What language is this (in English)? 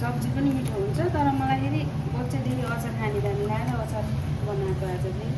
Nepali